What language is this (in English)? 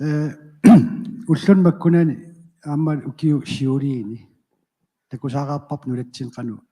Kalaallisut